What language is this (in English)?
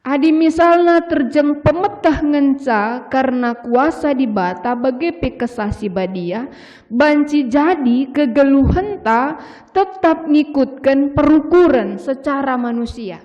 Batak Karo